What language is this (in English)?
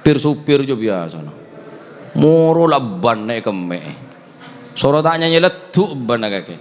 Madurese